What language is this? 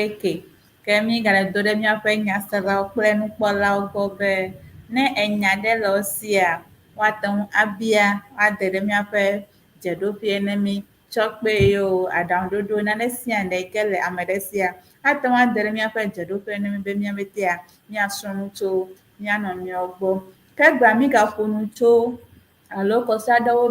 Ewe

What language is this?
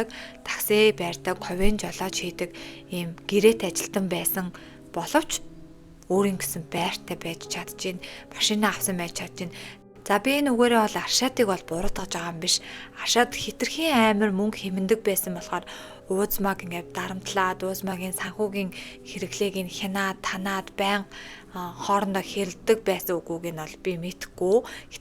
Mongolian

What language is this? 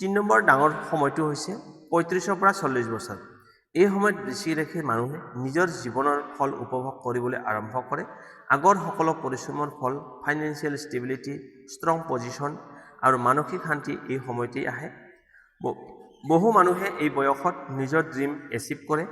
Assamese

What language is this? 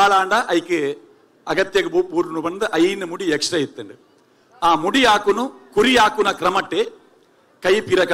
Tulu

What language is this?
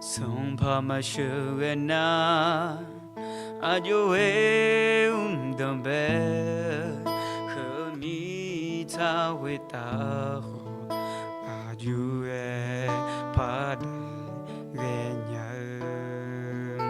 Akha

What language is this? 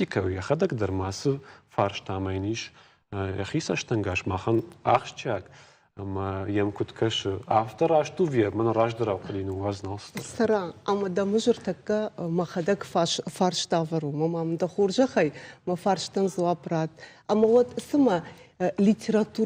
Ossetic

